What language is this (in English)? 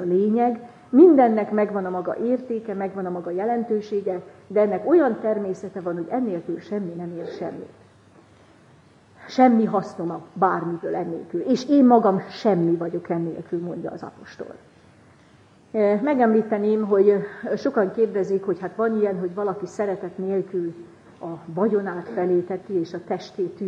Hungarian